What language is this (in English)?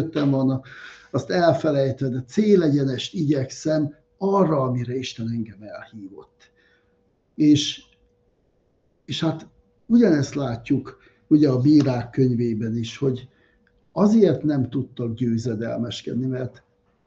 Hungarian